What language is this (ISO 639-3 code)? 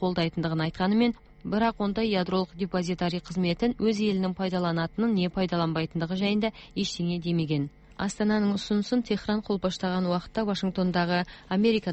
kaz